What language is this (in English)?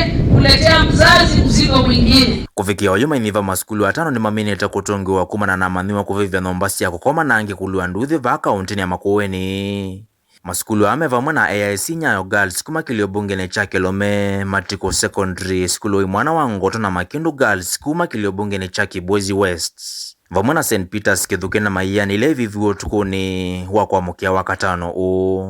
Kamba